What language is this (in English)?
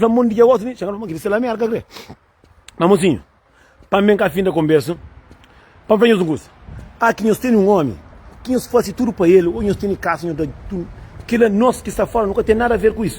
Kabuverdianu